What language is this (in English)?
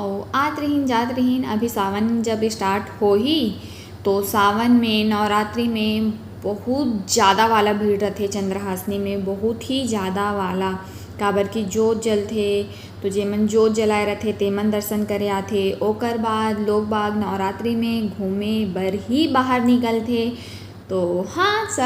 Chhattisgarhi